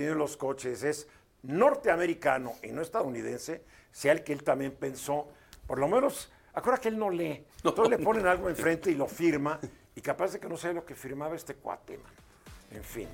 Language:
Spanish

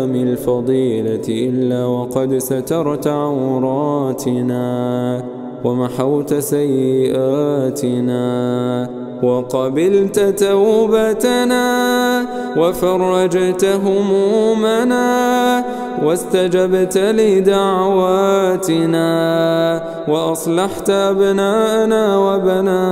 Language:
Arabic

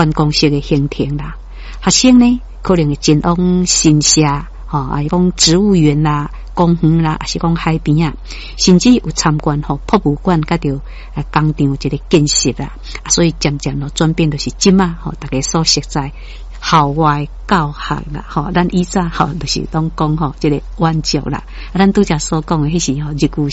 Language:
Min Nan Chinese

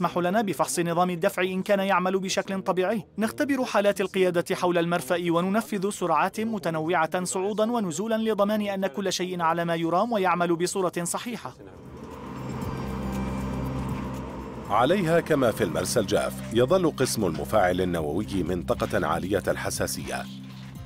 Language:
Arabic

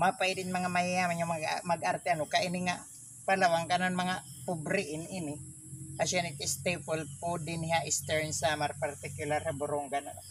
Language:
Waray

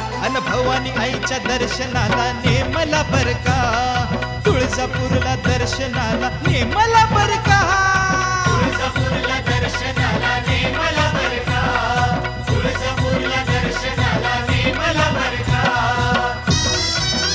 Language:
Marathi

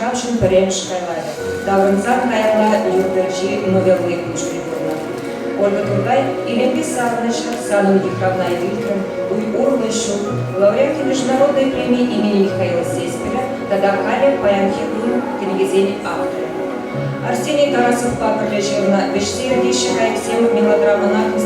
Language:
Chuvash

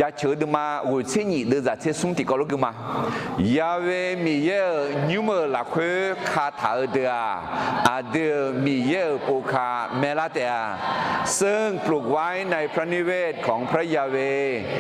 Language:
Akha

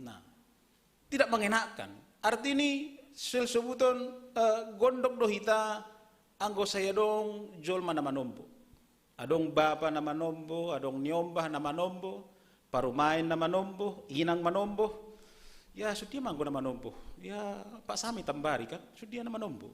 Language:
Batak Simalungun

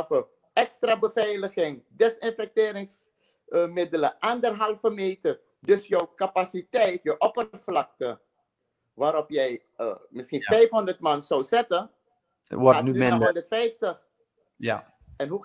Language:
Dutch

